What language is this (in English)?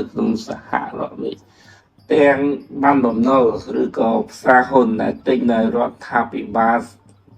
Khmer